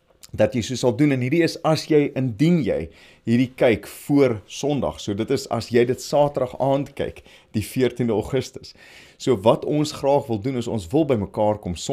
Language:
Afrikaans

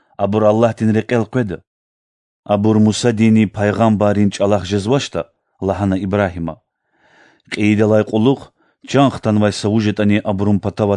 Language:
Lezghian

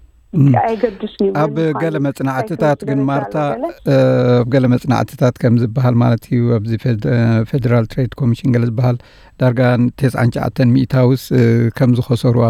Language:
Tigrinya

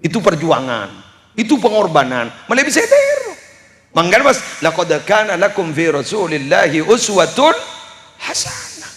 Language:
Madurese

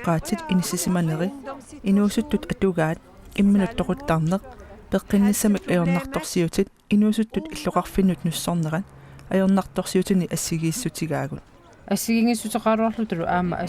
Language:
Kalaallisut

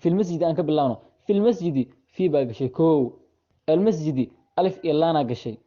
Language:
Somali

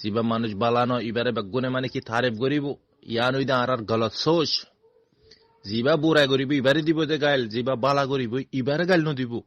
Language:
Rohingya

